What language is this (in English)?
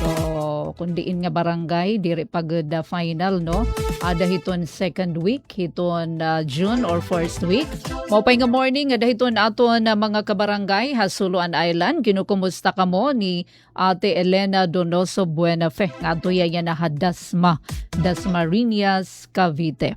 Waray